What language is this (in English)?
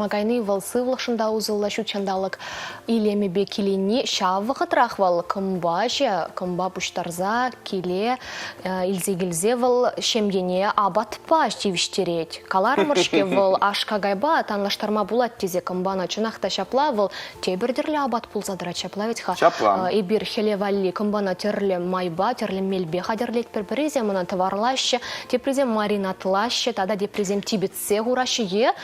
Chuvash